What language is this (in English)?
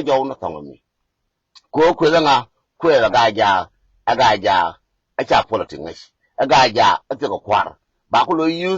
Nuer